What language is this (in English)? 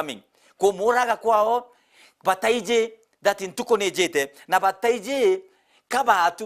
Meru